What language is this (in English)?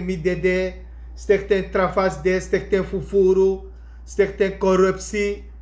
Sranan Tongo